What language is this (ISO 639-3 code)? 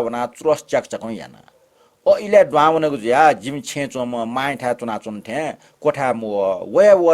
new